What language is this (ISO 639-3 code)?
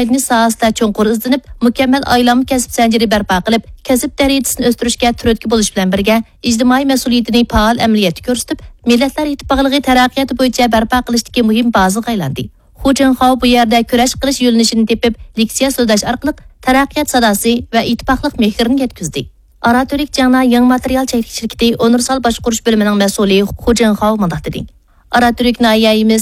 uig